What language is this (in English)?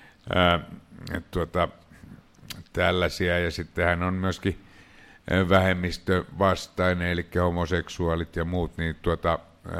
Finnish